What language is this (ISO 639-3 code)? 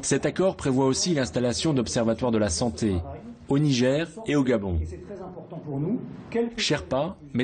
fra